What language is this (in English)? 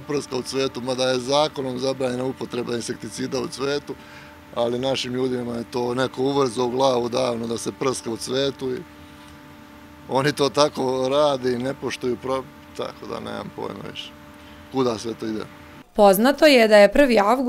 Serbian